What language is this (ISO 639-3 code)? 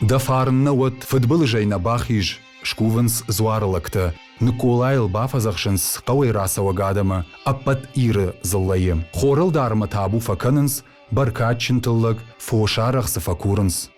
oss